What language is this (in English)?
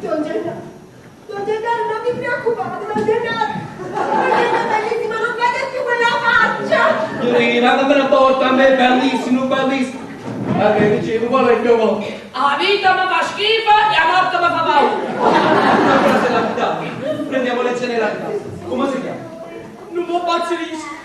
Neapolitan